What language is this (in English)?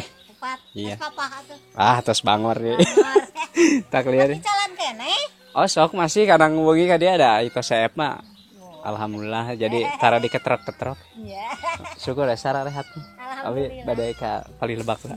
Sundanese